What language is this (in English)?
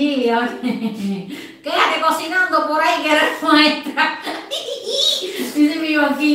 Spanish